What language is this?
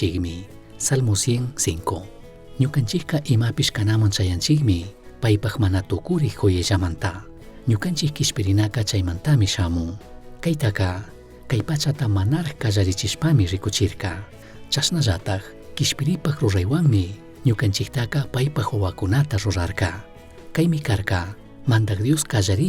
Chimborazo Highland Quichua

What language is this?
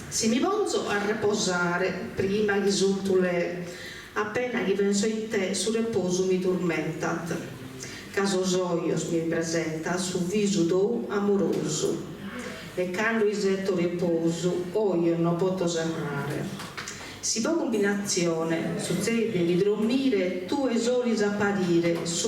Sardinian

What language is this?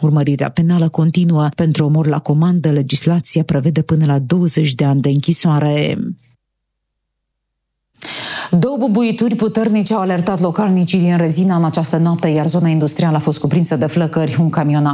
Romanian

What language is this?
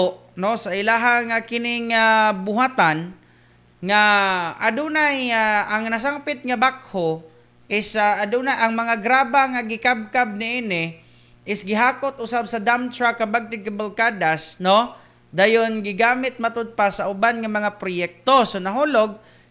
Cebuano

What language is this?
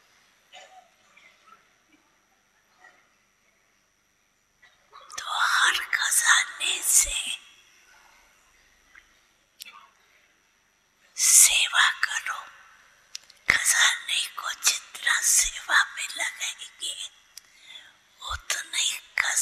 Hindi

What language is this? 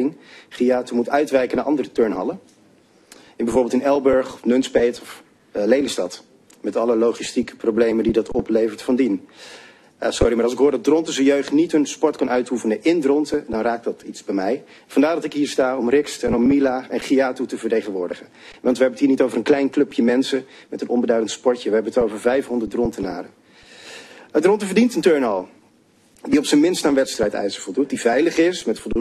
Dutch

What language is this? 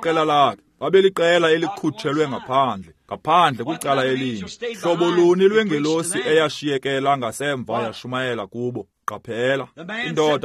Xhosa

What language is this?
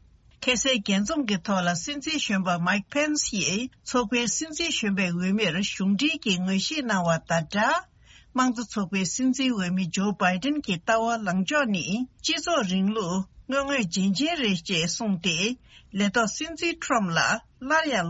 Tibetan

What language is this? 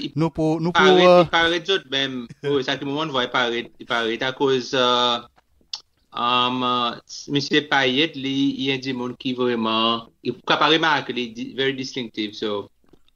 Seselwa Creole French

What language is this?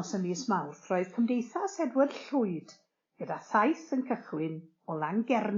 Welsh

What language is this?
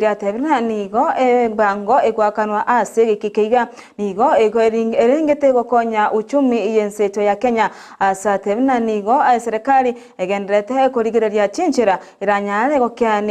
Gusii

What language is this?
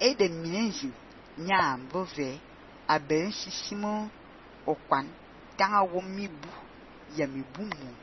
Fang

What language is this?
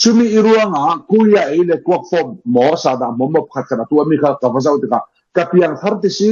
Falam Chin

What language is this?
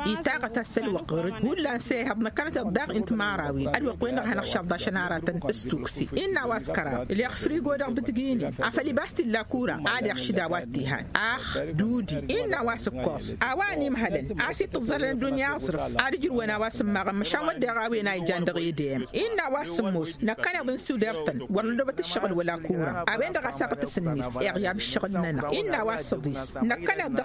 Tamasheq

